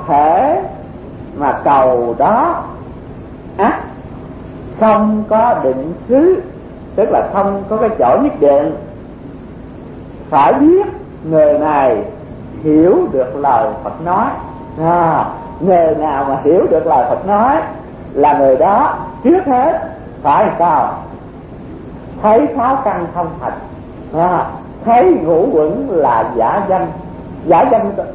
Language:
Vietnamese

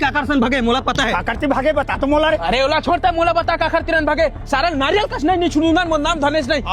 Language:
Chhattisgarhi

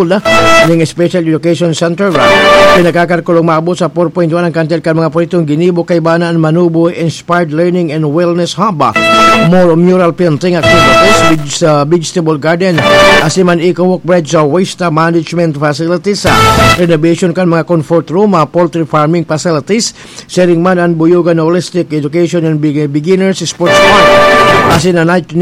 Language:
Bikol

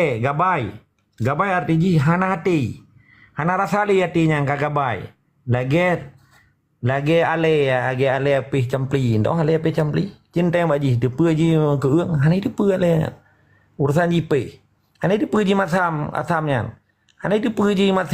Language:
Achinese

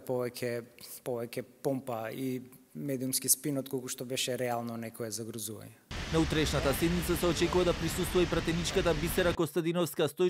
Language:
Macedonian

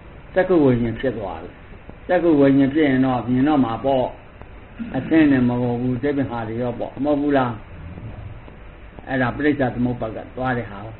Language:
Burmese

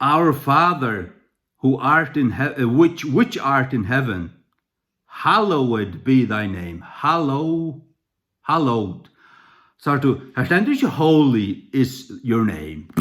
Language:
Faroese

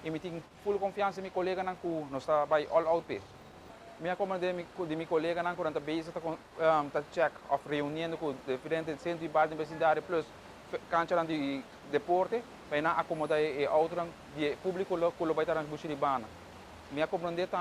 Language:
Papiamento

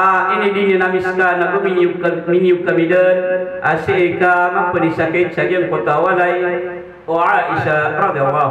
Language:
Maranao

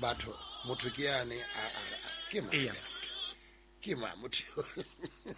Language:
Southern Sotho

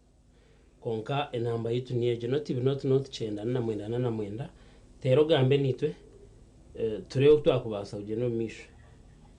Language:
Nyankole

